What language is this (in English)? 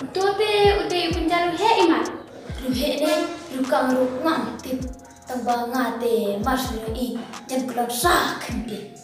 Khasi